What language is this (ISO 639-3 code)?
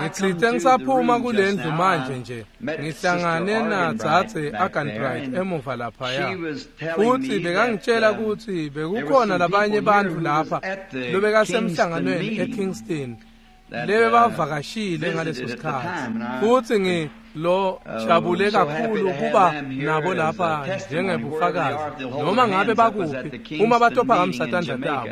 ssw